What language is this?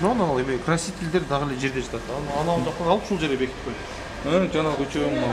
Kyrgyz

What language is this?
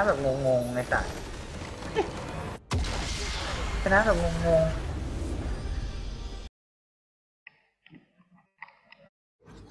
Thai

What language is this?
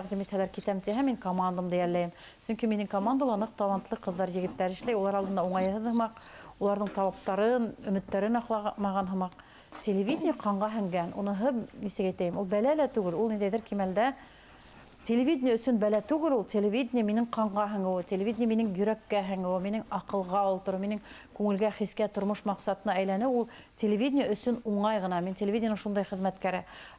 Bashkir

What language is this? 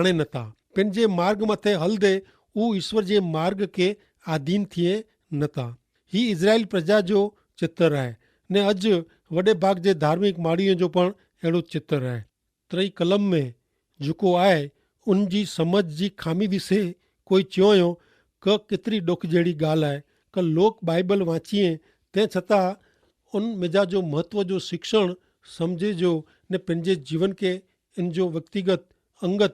Kachhi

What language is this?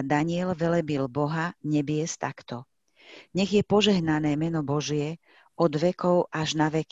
Slovak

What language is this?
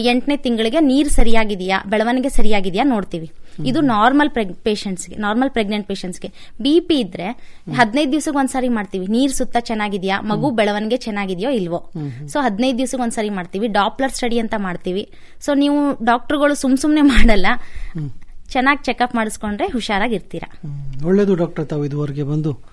Kannada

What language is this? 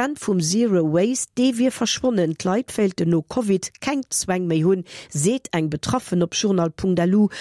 Luxembourgish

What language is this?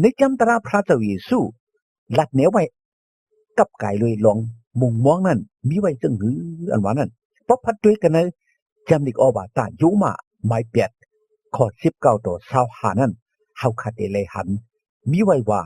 Shan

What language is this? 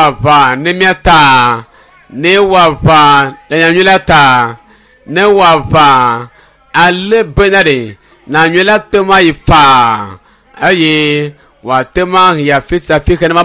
Ewe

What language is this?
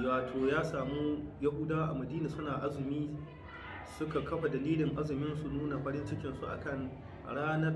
Hausa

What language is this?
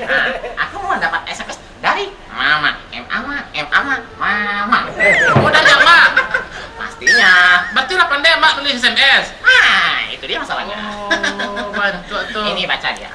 Minangkabau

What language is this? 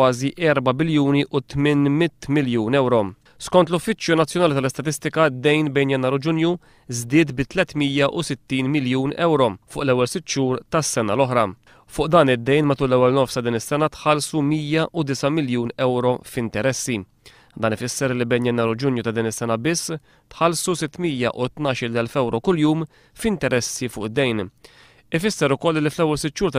Maltese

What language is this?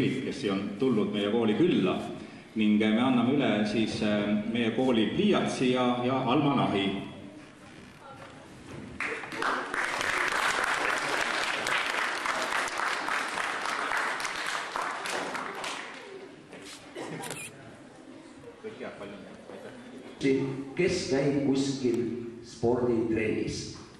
Estonian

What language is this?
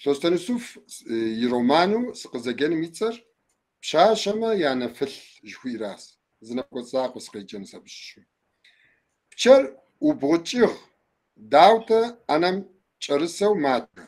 Kabardian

